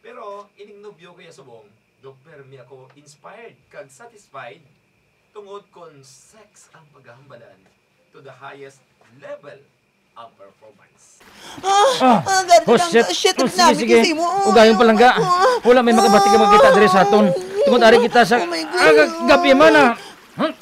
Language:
Hiligaynon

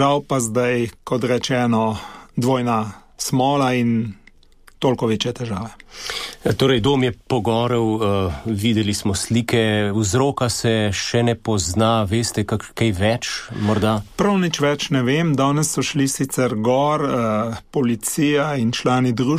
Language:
Slovenian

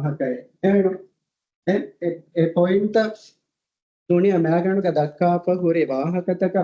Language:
Divehi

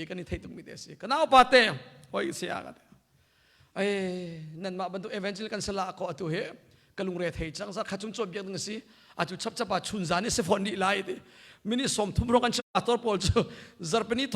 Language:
Hakha Chin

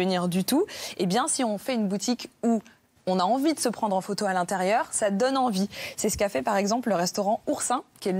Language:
French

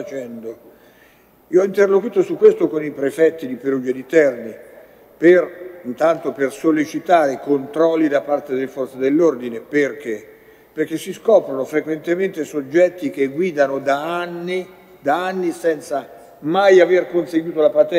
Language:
Italian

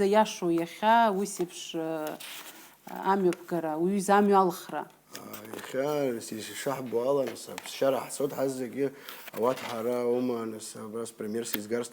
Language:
Abkhazian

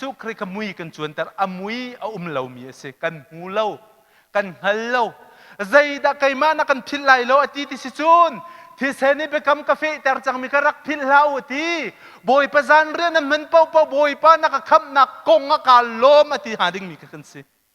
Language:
Hakha Chin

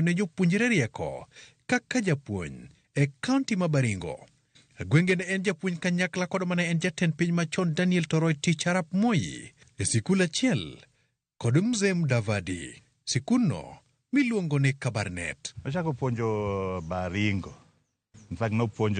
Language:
Luo (Kenya and Tanzania)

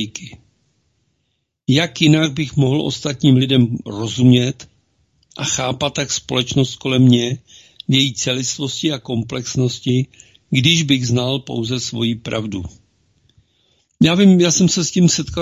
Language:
Czech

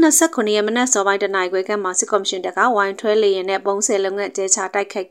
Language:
Burmese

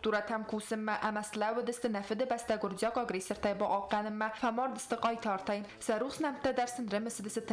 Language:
Ossetic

